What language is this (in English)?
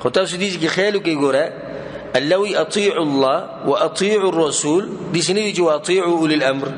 Pashto